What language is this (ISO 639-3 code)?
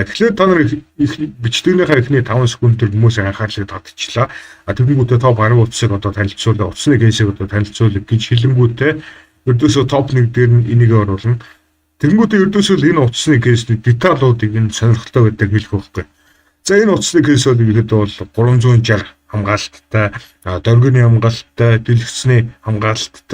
mon